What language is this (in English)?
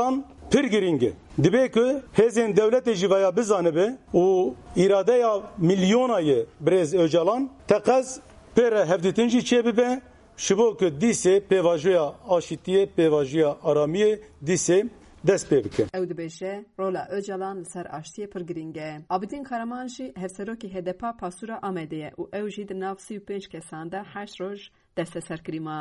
Kurdish